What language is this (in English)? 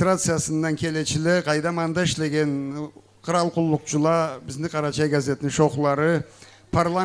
Karachay-Balkar